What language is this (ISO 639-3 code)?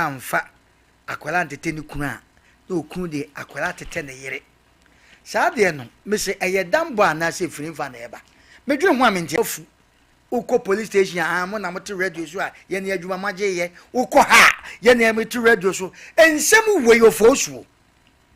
aka